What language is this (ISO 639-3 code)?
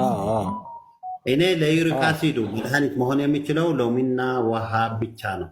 amh